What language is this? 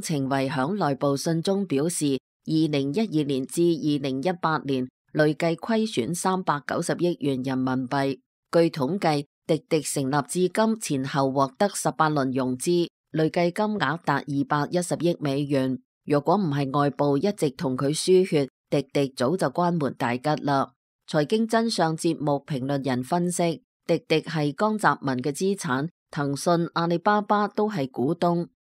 Cantonese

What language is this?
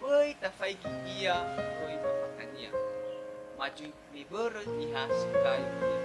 Nias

